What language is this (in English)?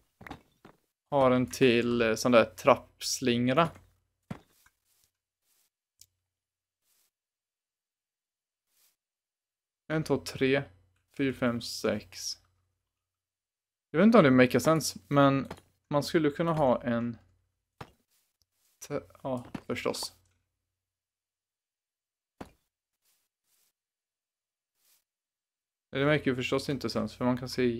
Swedish